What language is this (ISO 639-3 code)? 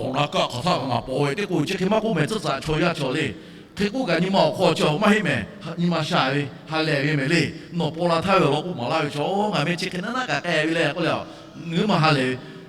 lhu